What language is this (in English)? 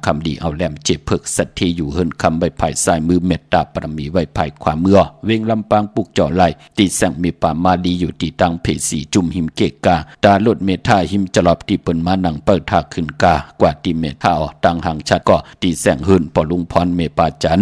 Shan